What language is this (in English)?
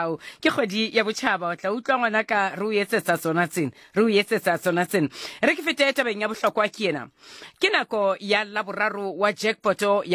Southern Sotho